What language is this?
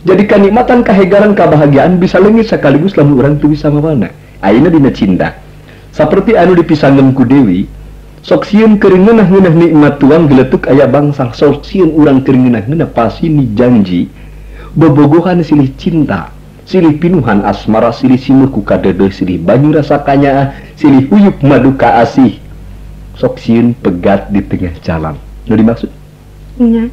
Sundanese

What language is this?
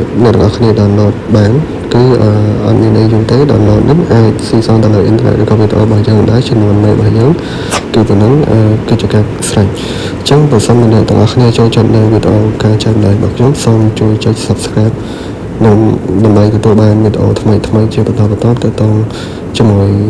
Khmer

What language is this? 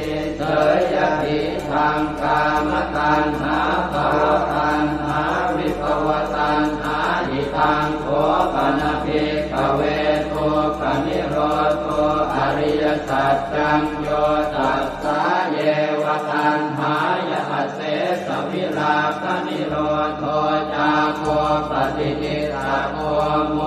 Pali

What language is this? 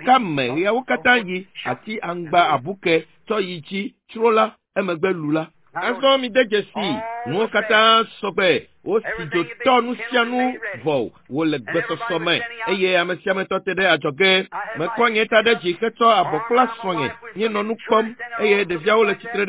Ewe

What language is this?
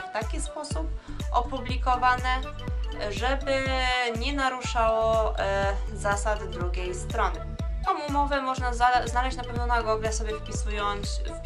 Polish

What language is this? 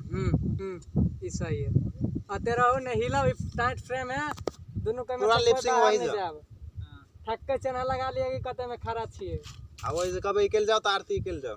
Maithili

